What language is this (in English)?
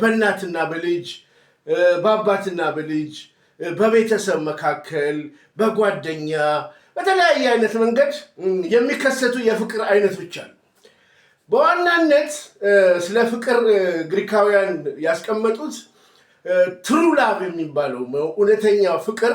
Amharic